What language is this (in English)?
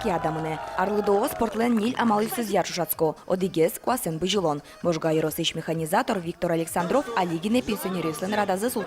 Udmurt